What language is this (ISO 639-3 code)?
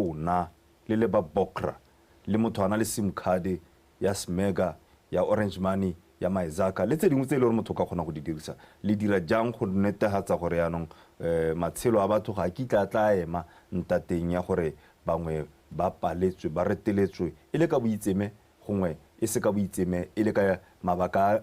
tsn